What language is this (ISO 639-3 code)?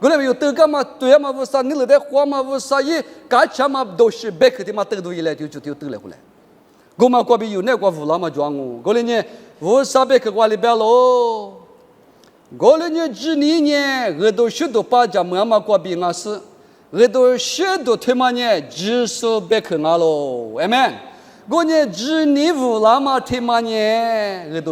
lis